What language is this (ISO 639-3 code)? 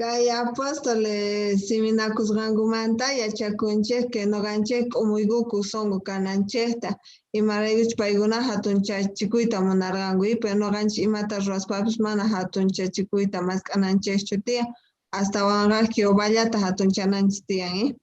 quh